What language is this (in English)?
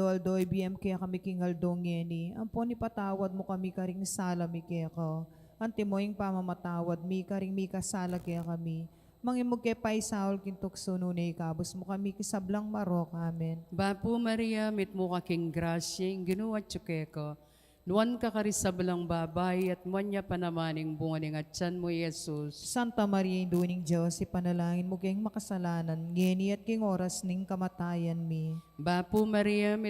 Pampanga